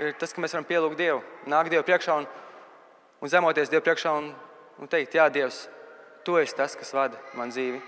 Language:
Latvian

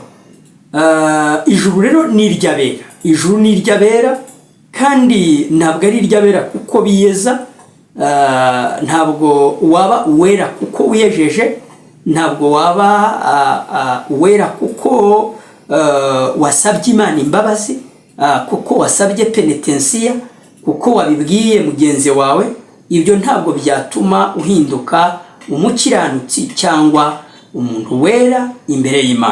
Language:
Kinyarwanda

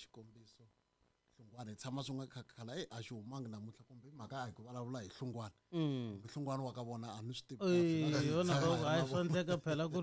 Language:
Tsonga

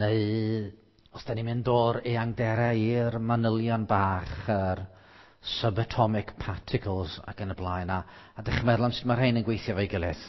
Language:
Welsh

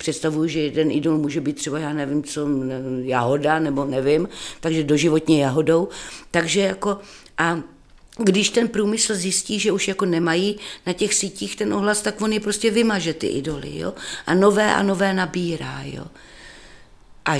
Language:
Czech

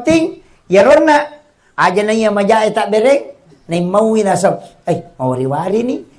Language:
Buginese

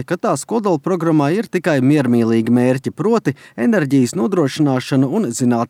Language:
Latvian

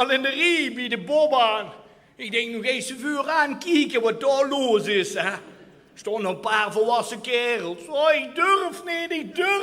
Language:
Limburgish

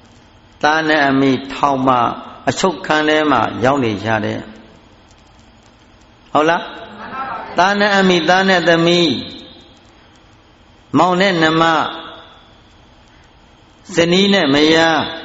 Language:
Burmese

